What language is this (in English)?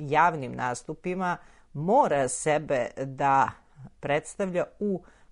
Serbian